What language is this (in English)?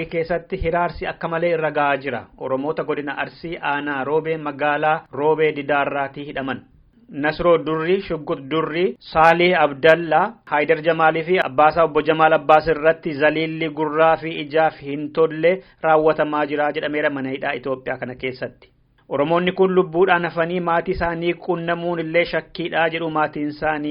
Oromo